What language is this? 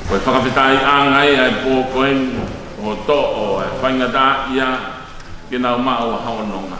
Tongan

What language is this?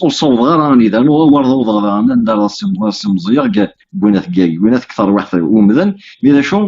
Kabyle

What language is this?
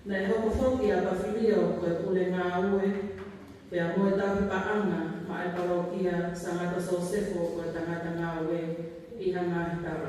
Tongan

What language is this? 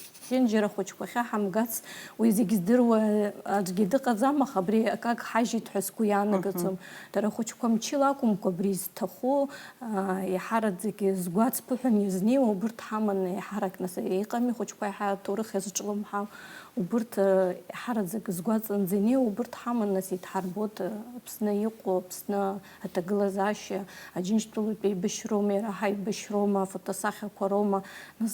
Abkhazian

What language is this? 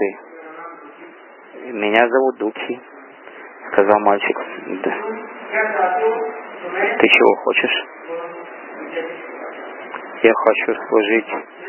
Russian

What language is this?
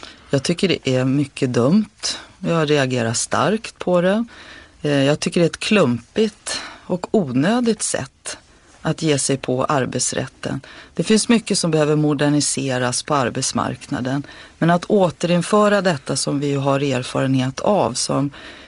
Swedish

